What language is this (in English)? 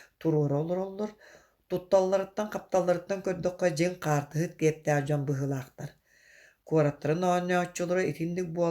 Yakut